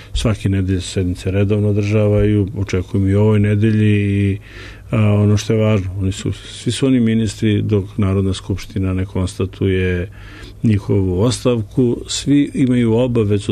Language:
Serbian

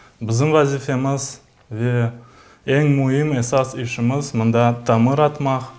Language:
Crimean Tatar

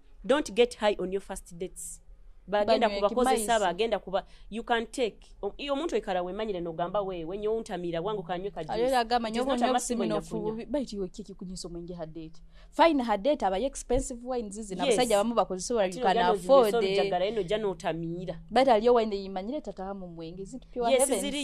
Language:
Nyoro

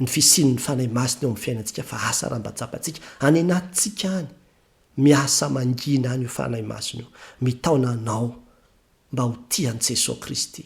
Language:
Malagasy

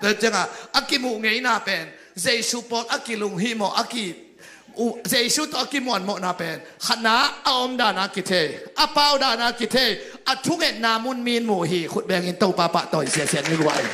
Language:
Tedim Chin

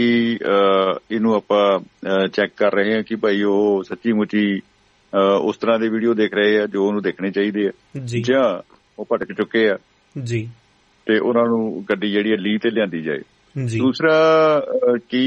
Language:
Punjabi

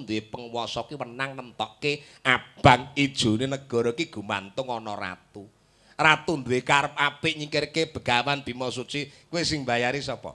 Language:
Javanese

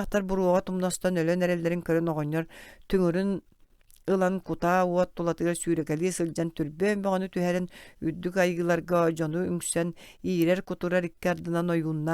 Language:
Yakut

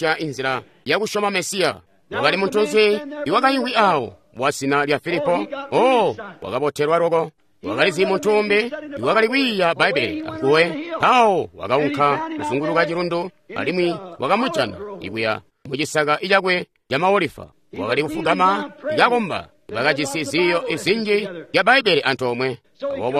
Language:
Tonga (Zambia)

